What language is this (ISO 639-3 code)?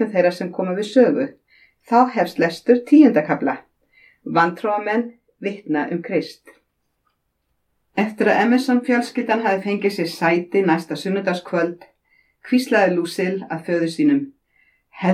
isl